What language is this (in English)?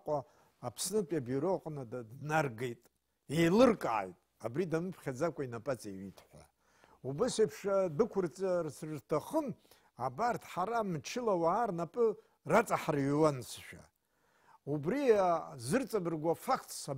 Abkhazian